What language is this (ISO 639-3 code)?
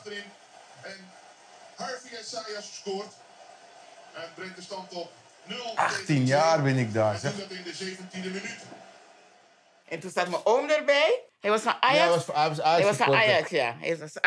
nld